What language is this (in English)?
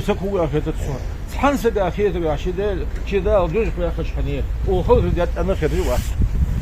Ingush